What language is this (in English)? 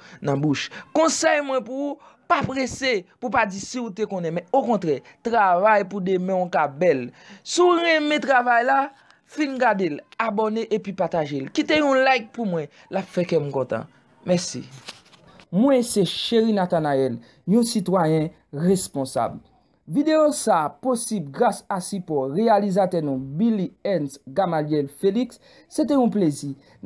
Haitian Creole